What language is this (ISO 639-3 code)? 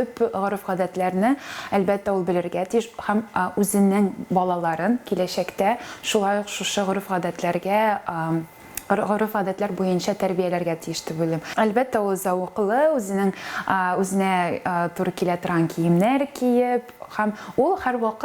tat